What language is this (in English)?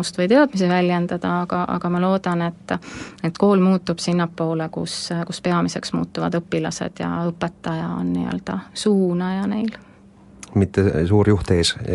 Estonian